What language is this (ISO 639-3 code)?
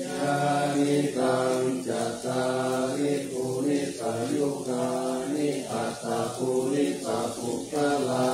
pli